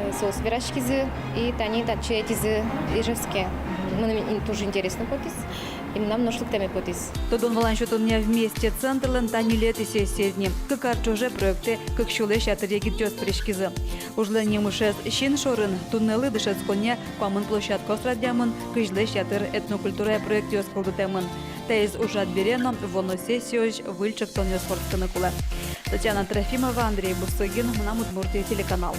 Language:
Udmurt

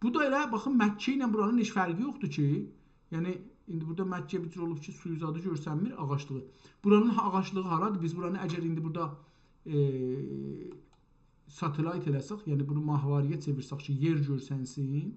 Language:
South Azerbaijani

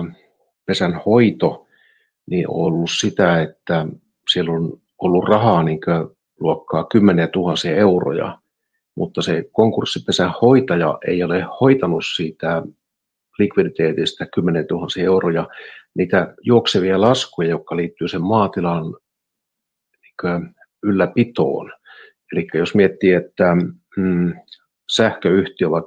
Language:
Finnish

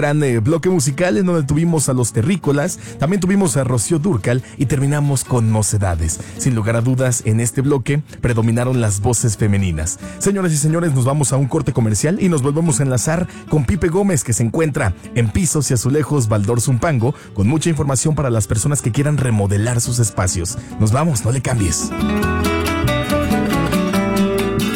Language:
Spanish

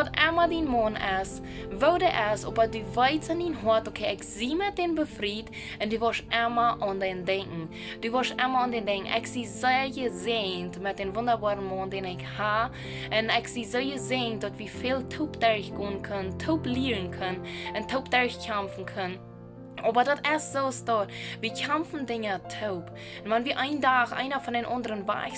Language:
Plautdietsch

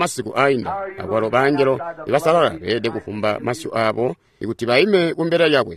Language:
Tonga (Zambia)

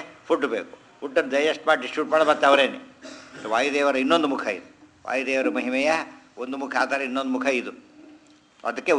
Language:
Kannada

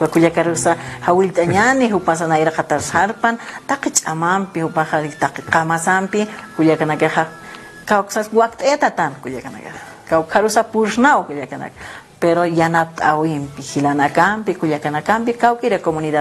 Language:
Aymara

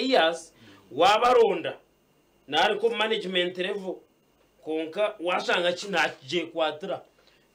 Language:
Nyankole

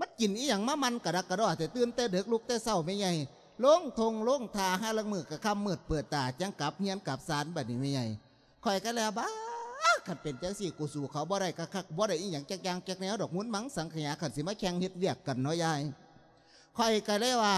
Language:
Lao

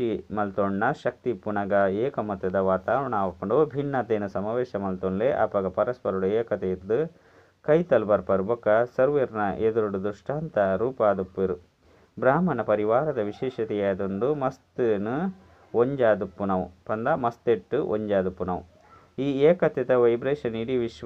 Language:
Tulu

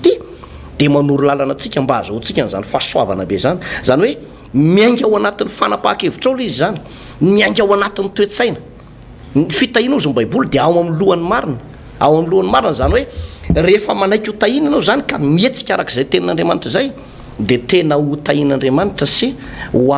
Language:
Malagasy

